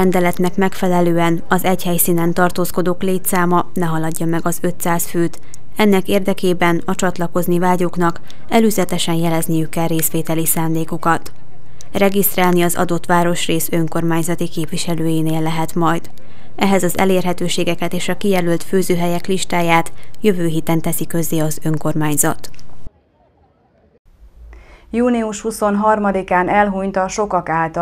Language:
Hungarian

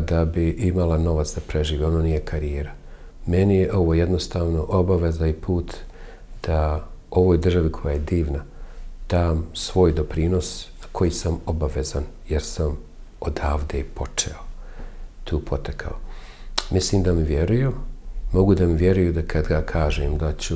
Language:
Bosnian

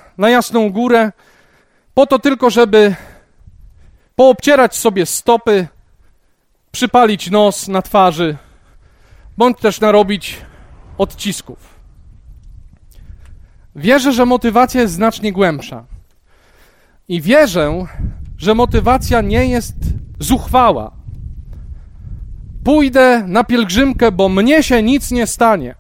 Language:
Polish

